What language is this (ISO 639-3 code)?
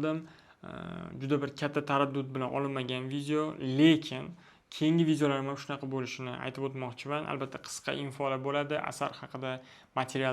uzb